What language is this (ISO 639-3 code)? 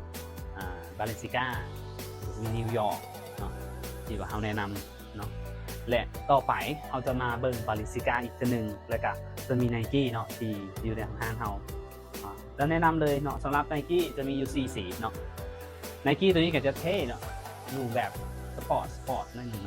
lao